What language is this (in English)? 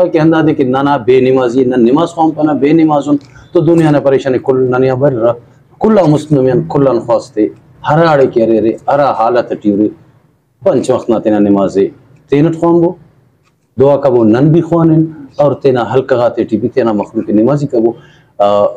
Brahui